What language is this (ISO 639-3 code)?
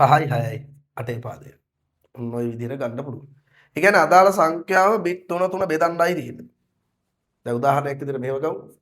sin